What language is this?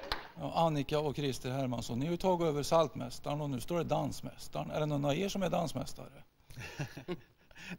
Swedish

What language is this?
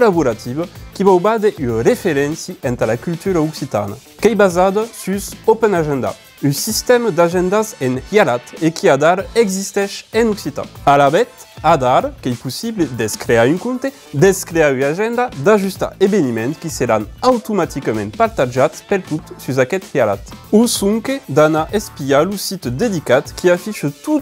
Occitan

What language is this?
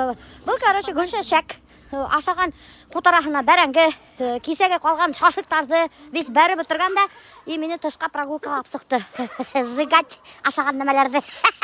Bashkir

